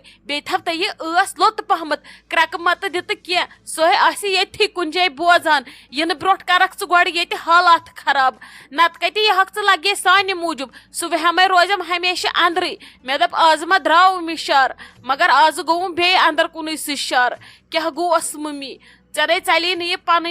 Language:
Kashmiri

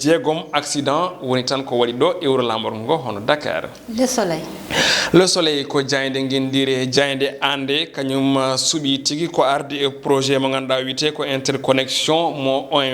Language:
Fula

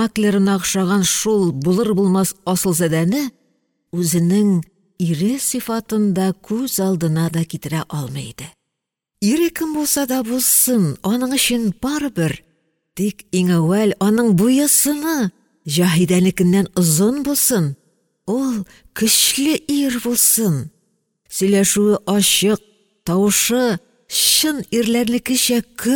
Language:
Tatar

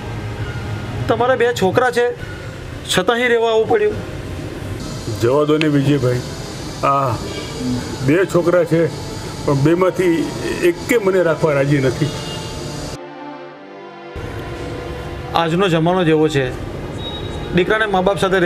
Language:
Gujarati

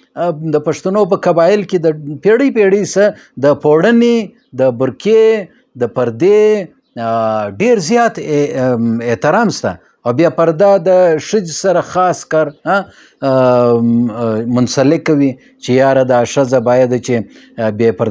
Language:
Pashto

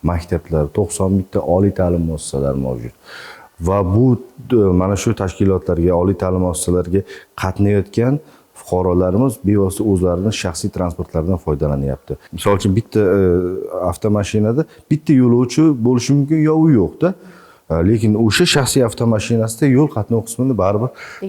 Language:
Uzbek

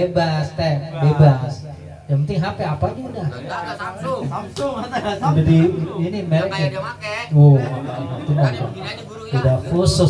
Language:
Betawi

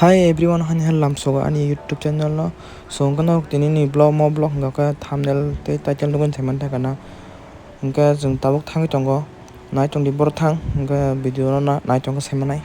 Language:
Kok Borok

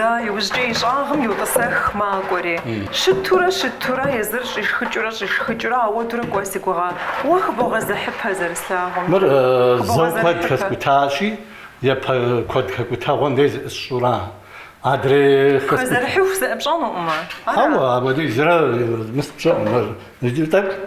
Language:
Kabardian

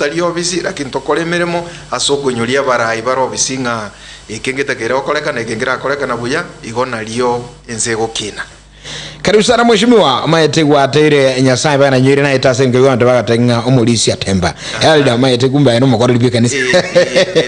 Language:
Gusii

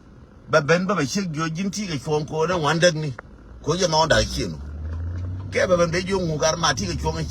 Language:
Nuer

